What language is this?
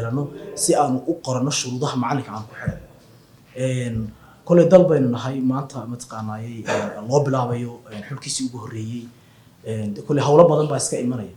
Somali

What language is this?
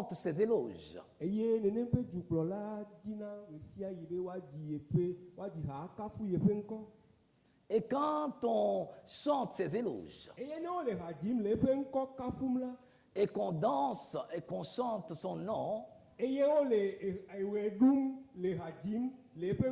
Ewe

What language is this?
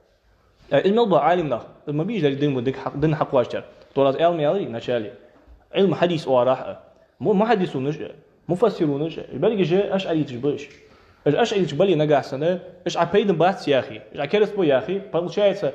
Ingush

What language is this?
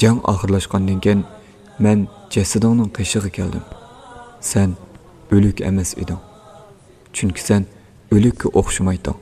Uyghur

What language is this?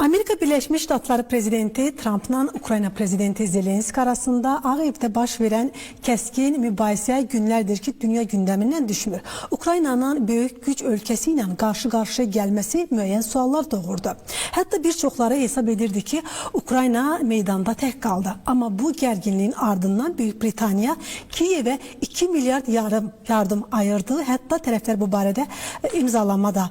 Azerbaijani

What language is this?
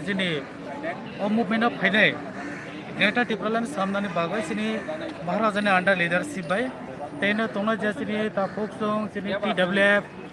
Kok Borok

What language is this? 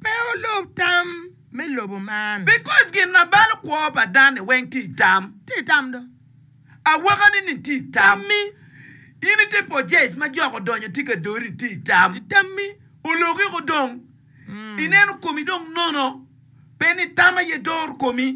Acoli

